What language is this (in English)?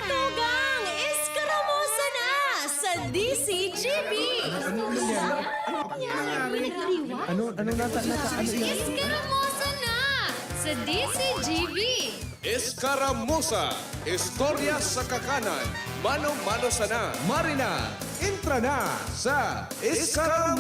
Bikol